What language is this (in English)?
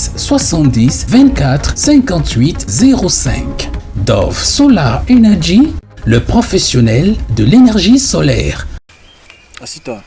Basaa